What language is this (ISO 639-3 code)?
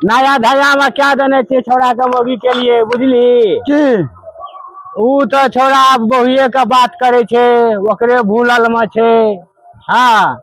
mai